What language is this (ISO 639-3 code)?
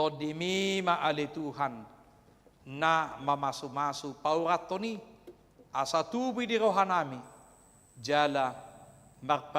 bbc